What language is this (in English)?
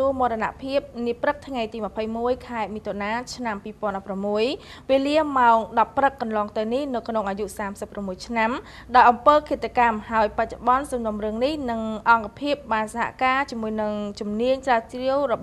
Khmer